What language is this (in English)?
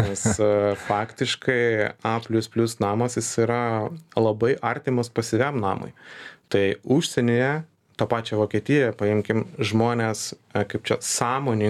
Lithuanian